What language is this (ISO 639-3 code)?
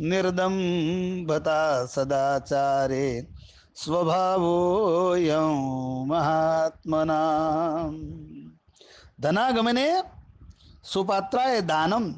san